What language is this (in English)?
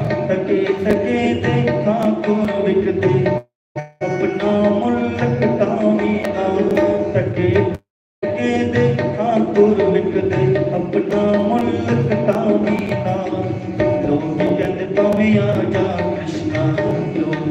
Dogri